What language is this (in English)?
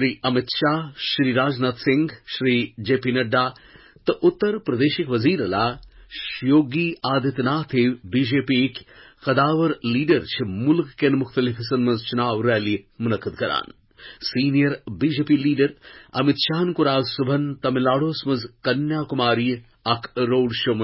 Kashmiri